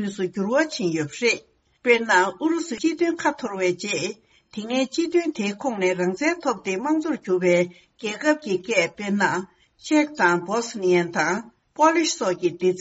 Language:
Tibetan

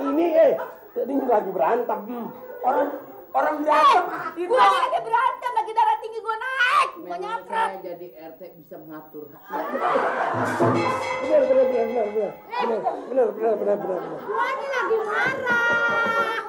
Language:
Betawi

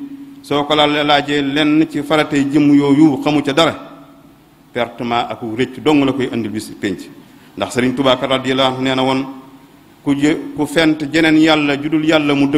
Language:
Wolof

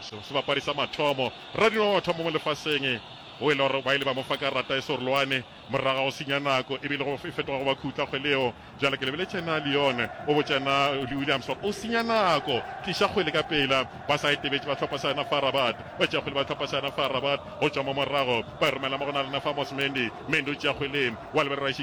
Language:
Northern Sotho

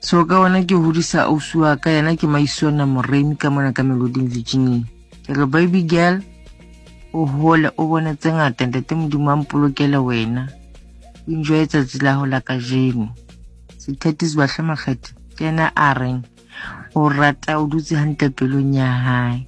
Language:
Southern Sotho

